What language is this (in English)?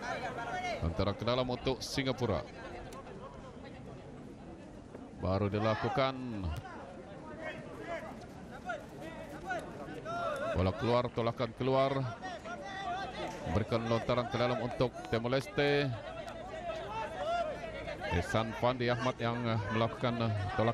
Malay